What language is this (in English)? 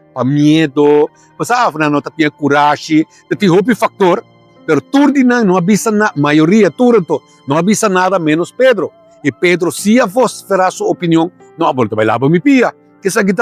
Papiamento